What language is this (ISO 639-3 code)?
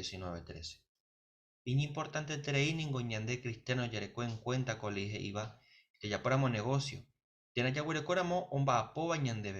grn